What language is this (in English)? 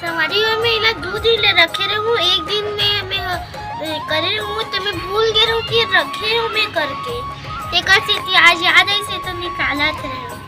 Chhattisgarhi